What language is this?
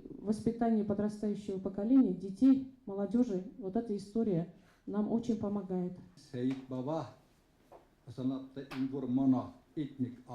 Bashkir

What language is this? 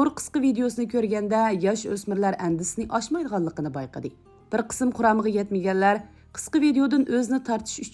Uyghur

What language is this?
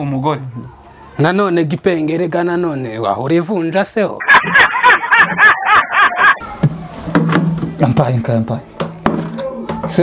Kinyarwanda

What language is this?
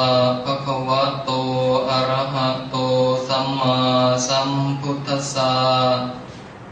Pali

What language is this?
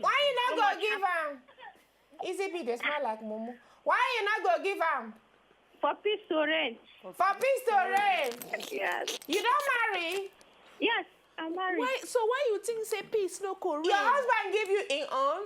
Nigerian Pidgin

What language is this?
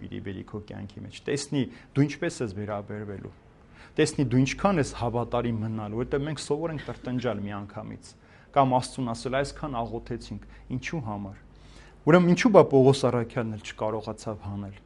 Armenian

